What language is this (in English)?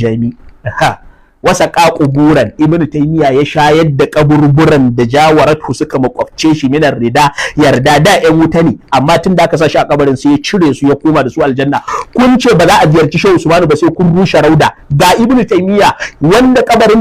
Hausa